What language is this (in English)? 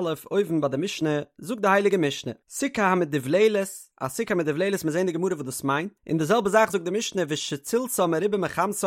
Yiddish